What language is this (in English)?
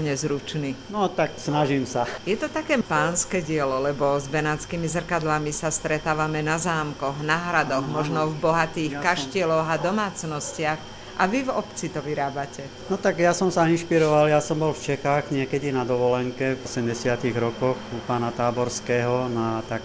Slovak